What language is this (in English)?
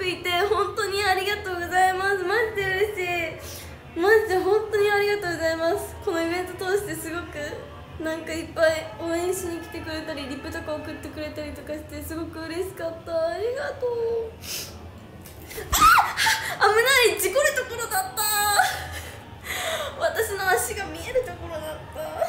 Japanese